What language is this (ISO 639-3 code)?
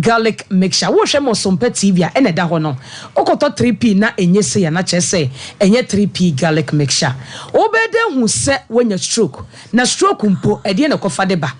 aka